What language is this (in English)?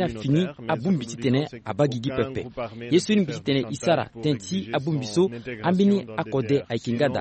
Sango